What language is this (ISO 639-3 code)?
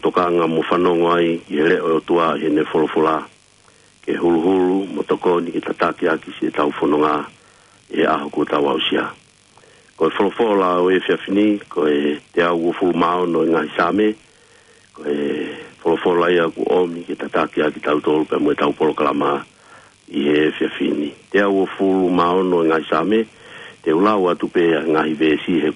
ton